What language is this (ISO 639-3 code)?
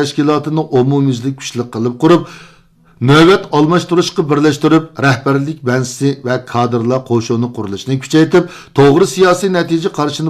uig